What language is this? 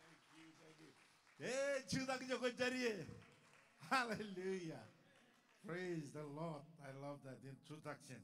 Marshallese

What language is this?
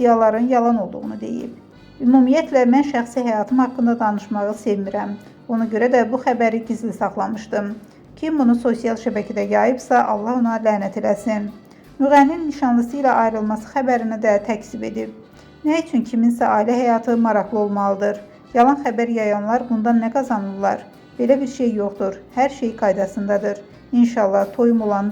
Azerbaijani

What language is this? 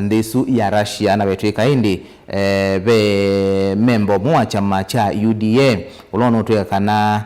Kamba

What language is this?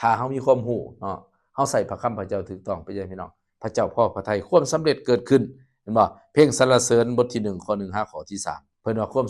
Lao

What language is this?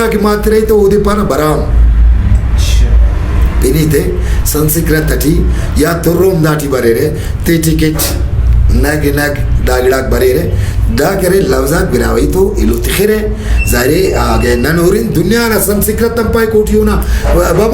Brahui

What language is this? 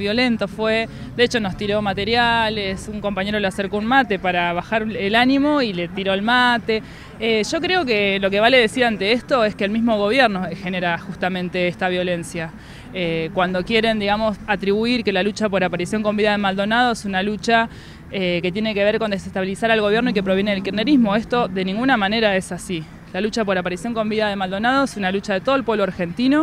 Spanish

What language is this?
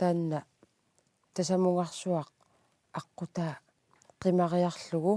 Kalaallisut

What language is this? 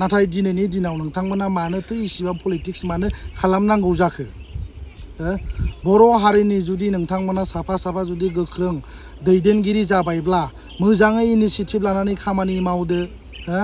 Bodo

